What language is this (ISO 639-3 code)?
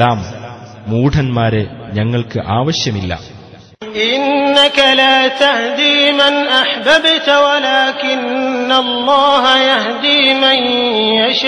mal